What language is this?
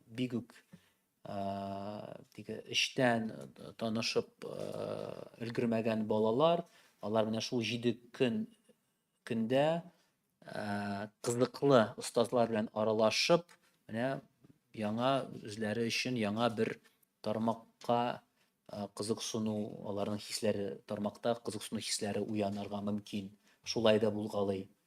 Tatar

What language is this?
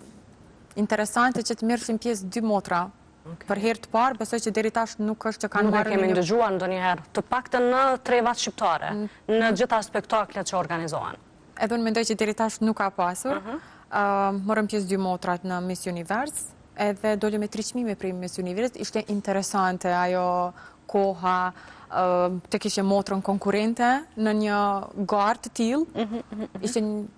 Albanian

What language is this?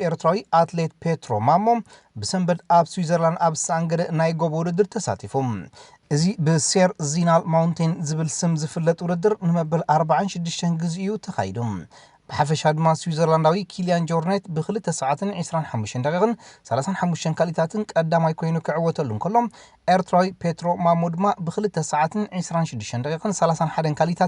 Tigrinya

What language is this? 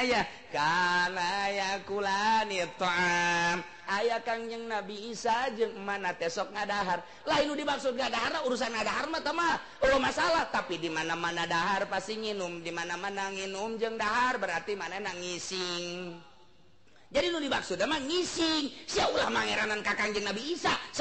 Sundanese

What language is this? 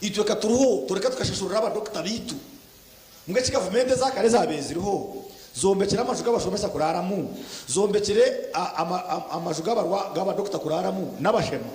Nyankole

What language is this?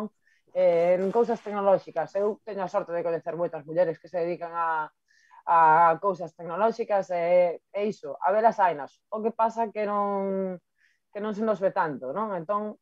Galician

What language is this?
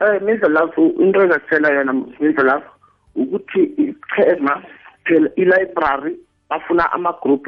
South Ndebele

